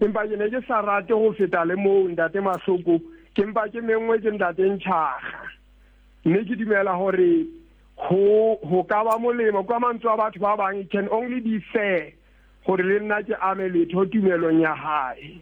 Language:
Southern Sotho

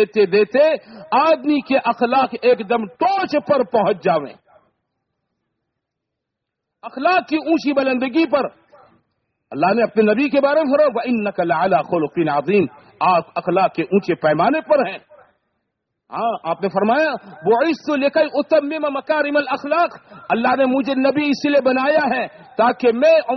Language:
Urdu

